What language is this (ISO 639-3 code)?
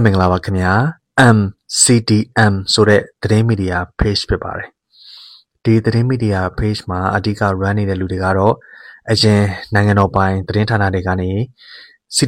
mya